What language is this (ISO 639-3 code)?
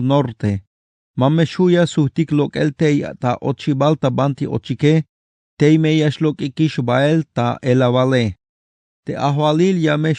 tzh